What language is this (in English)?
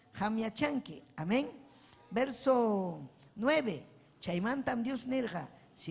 Ayacucho Quechua